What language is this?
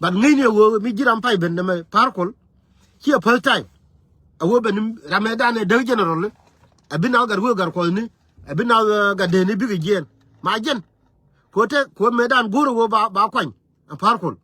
Nuer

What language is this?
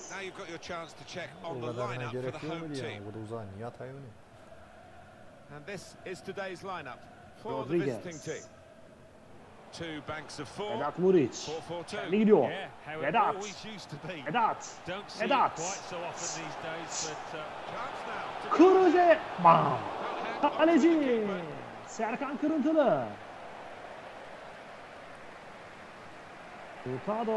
Turkish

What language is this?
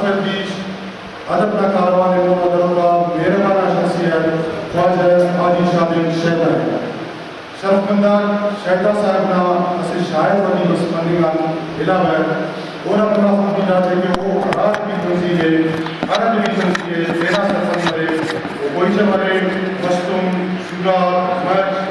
Brahui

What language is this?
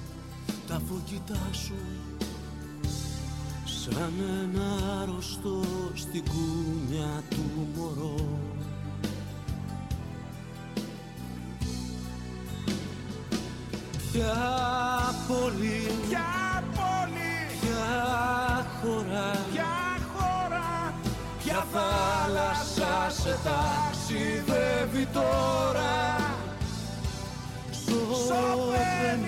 Greek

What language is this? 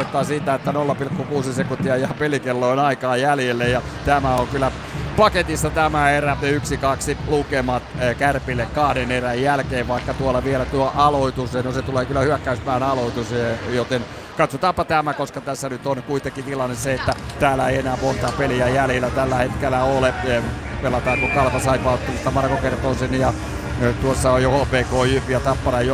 Finnish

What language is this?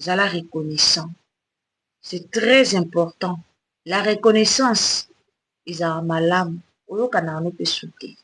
Lingala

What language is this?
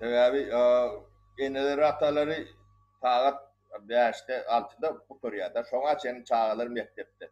Turkmen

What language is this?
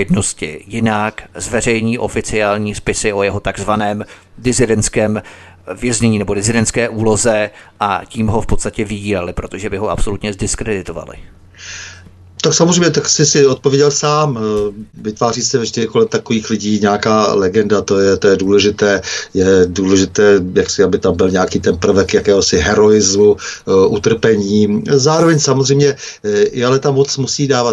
Czech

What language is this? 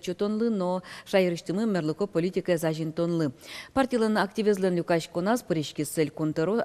Udmurt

